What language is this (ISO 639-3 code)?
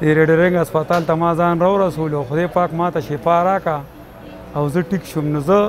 pus